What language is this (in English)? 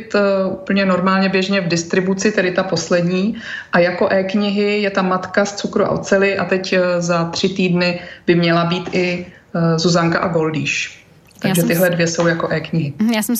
Czech